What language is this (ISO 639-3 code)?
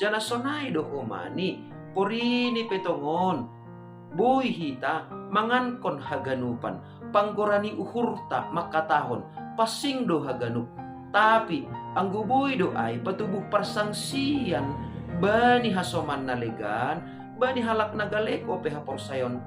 bts